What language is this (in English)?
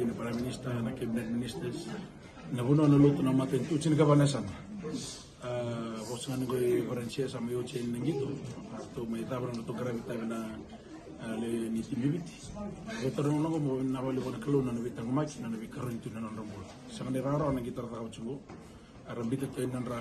Fijian